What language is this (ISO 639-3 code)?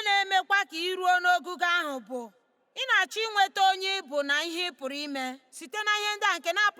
ibo